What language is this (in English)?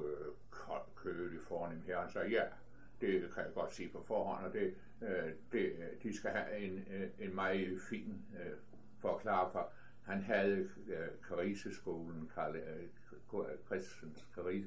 Danish